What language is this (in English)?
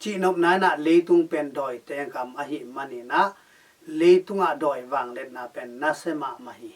Tedim Chin